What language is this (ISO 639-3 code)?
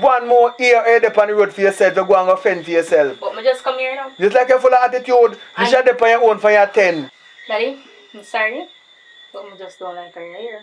jam